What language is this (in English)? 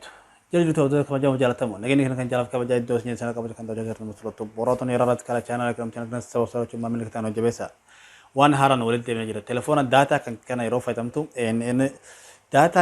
Oromo